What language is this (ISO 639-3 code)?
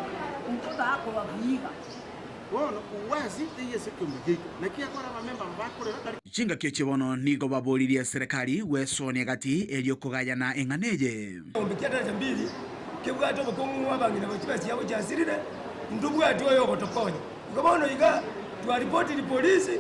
guz